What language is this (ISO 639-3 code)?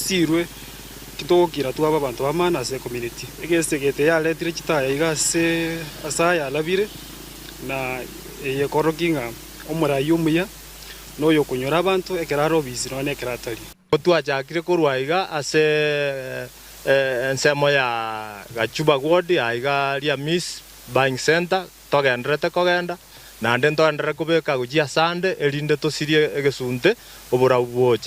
guz